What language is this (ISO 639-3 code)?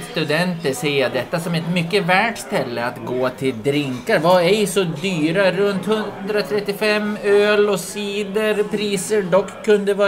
swe